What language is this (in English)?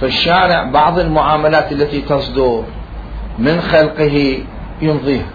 Mesopotamian Arabic